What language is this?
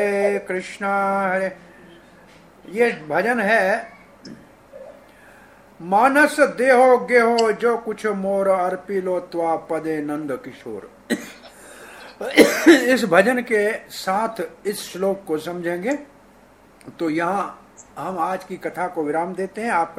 Hindi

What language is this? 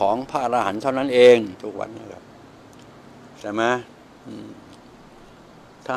Thai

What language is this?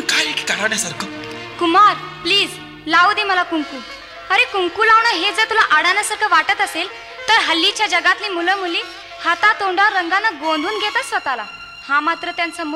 Marathi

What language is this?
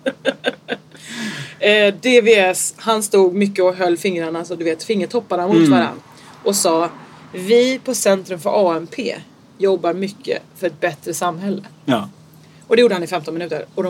Swedish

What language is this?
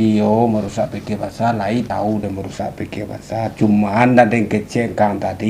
Minangkabau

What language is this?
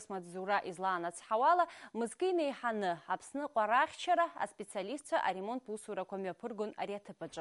Abkhazian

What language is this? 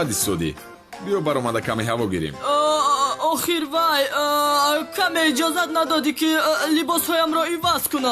Tajik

